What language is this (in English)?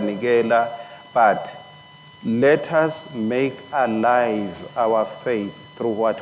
Swati